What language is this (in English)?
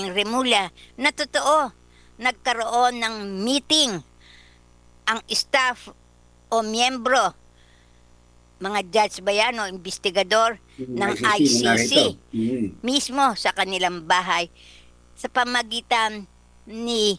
Filipino